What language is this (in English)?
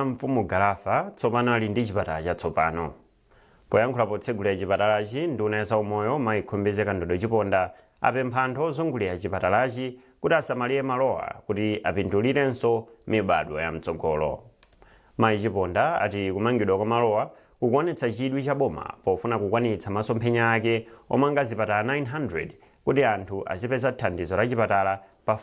Nyanja